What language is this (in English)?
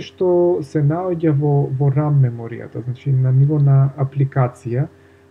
Macedonian